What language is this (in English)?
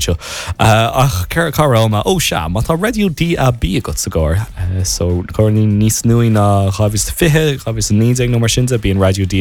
Irish